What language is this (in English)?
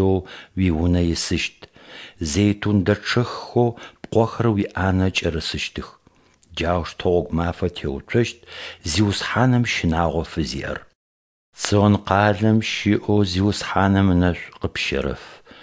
Adyghe